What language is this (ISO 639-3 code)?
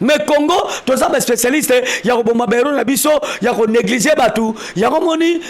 lin